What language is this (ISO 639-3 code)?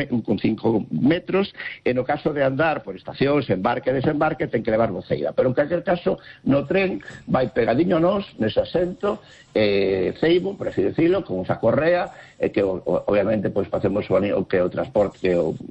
glg